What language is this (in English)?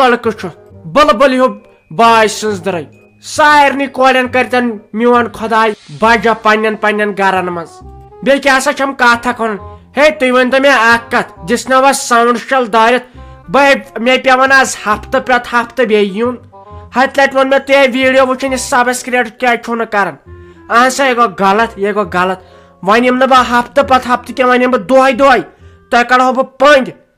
Kashmiri